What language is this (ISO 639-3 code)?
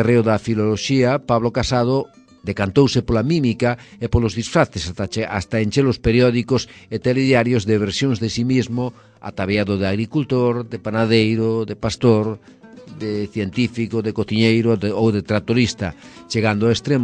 glg